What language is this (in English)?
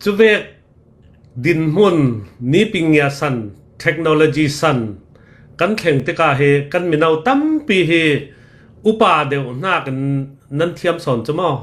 Hakha Chin